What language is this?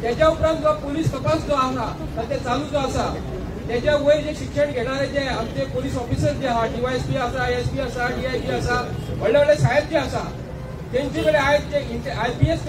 Konkani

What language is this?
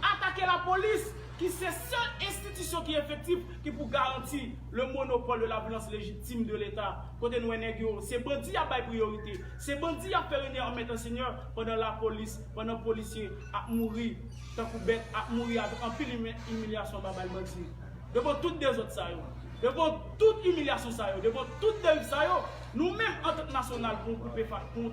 Haitian Creole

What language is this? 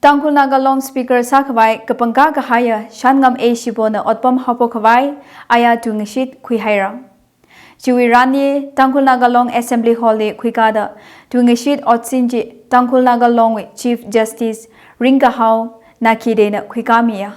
Tangkhul Naga (India)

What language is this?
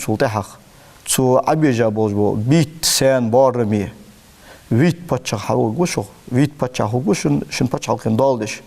Ingush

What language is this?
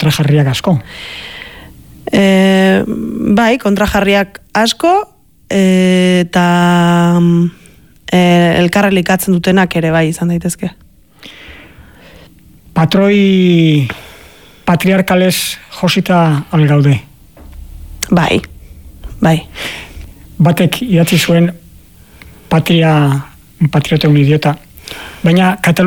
Basque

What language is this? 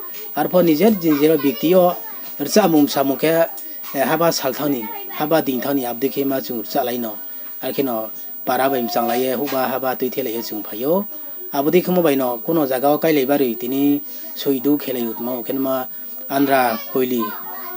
Riang (India)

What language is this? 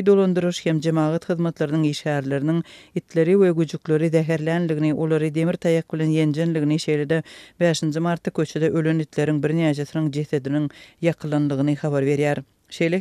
Turkmen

